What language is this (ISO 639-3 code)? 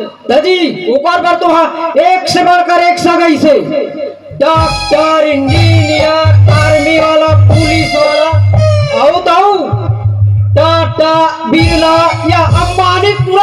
hne